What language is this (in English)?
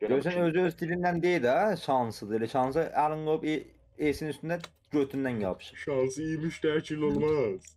South Azerbaijani